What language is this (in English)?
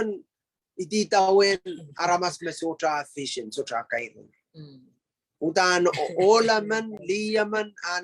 Pohnpeian